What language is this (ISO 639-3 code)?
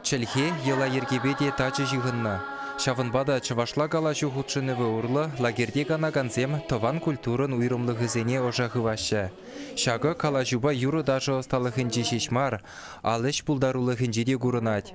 chv